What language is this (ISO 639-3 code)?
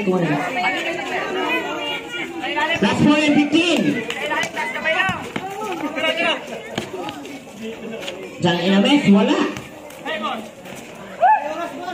fil